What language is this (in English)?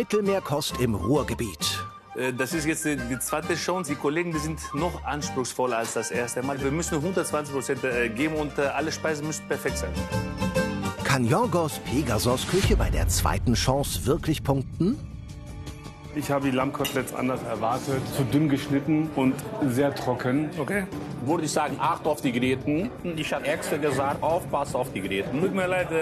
German